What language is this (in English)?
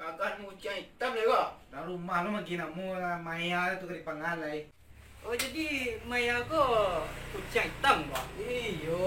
Minangkabau